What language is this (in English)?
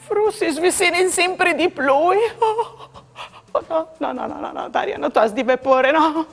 Friulian